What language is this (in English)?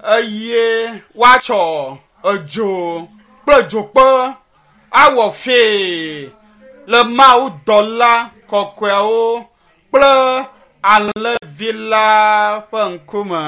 Ewe